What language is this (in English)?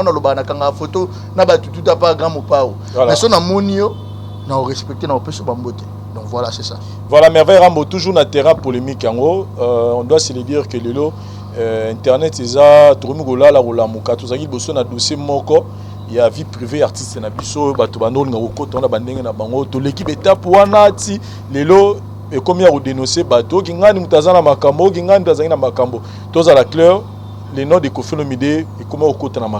Lingala